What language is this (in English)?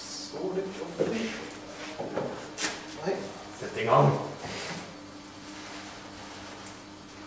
Norwegian